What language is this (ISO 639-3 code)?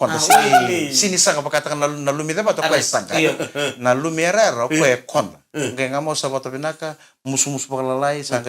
fij